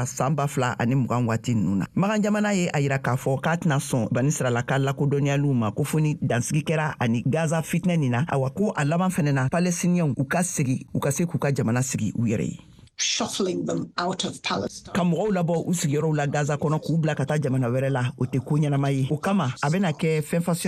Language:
Bambara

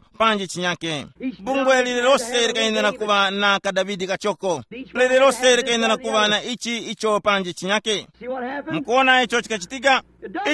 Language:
Tumbuka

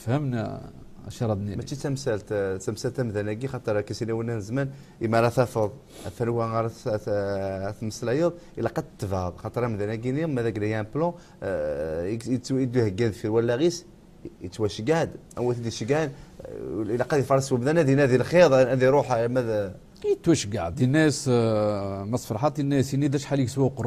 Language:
Kabyle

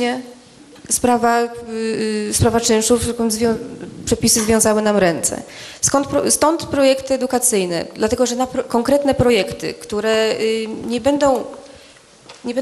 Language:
Polish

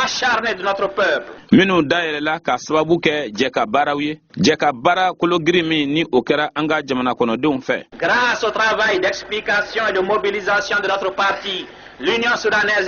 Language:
Bambara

